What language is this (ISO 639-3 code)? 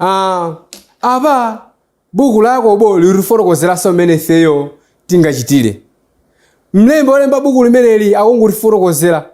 nya